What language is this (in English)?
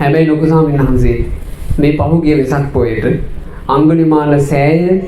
Sinhala